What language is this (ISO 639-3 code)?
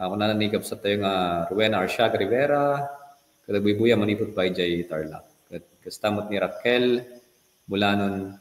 ilo